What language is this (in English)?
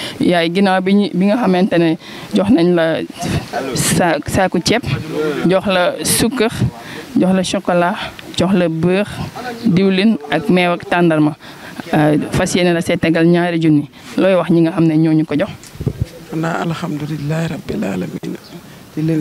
Wolof